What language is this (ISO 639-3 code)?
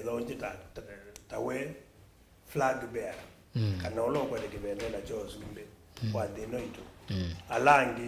kam